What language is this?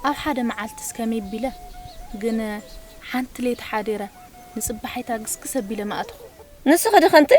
Tigrinya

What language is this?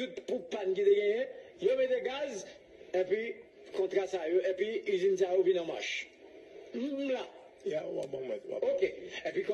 Haitian Creole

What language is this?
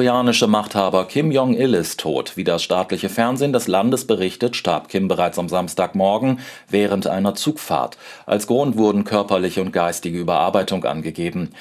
German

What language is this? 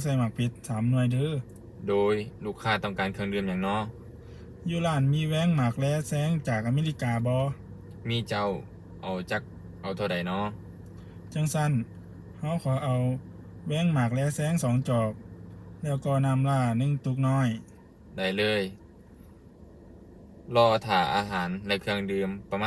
Lao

